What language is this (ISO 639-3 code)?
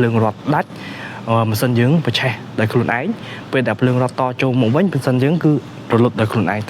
khm